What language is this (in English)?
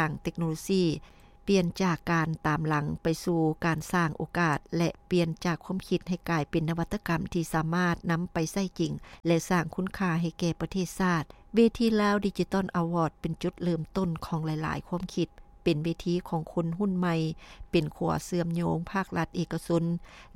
Lao